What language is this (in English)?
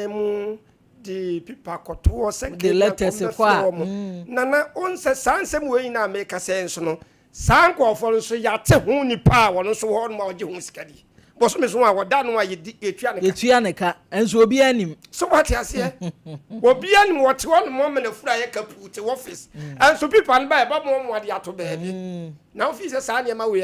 Akan